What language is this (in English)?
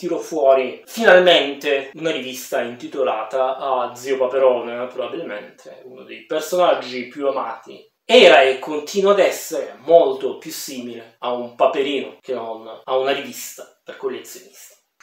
Italian